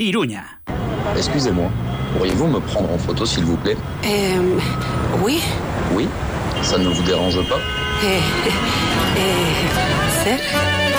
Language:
Basque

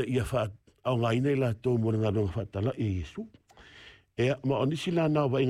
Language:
Samoan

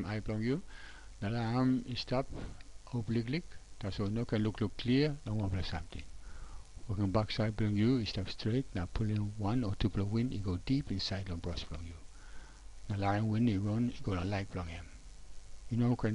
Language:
Tok Pisin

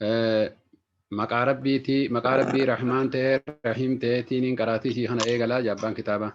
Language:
Oromo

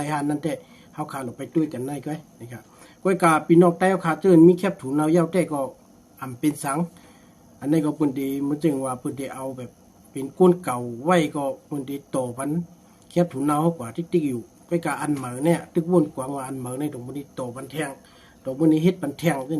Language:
Shan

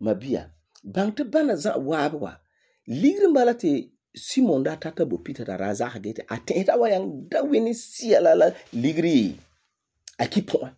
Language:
Frafra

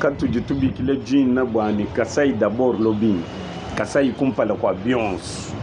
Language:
Luba-Lulua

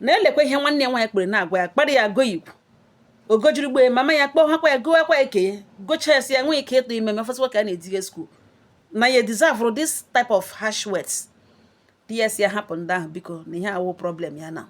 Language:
Igbo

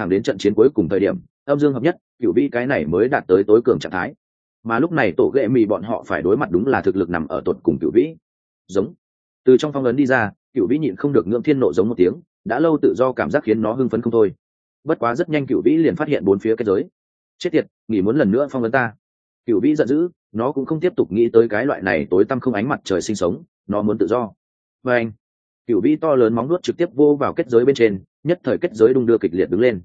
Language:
Vietnamese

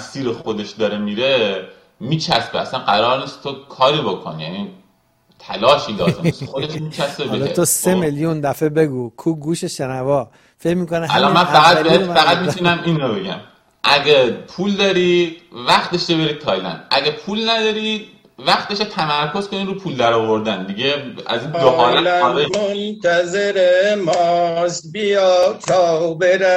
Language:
Persian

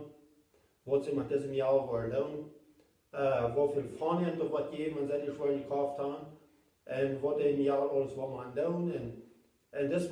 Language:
Plautdietsch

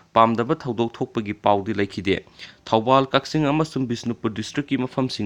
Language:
Manipuri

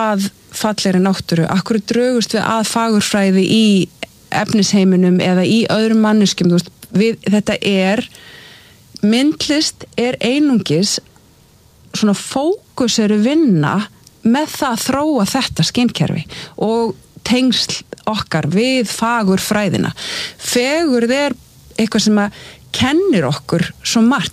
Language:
Icelandic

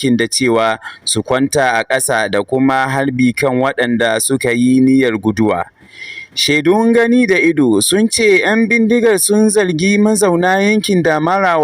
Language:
Hausa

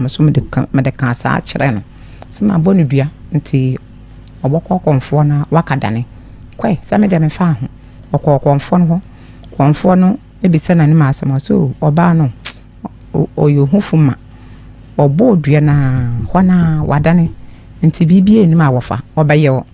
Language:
Akan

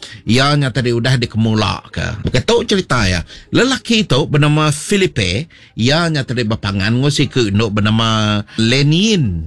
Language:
Iban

